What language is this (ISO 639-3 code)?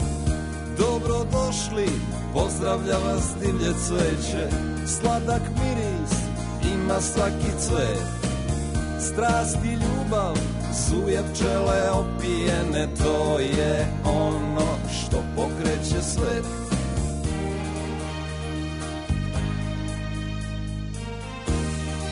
srp